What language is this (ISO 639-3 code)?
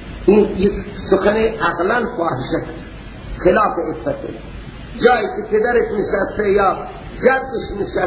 fas